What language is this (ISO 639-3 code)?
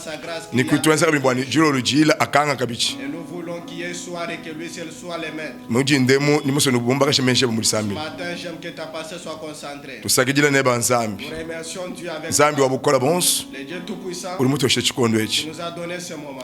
lua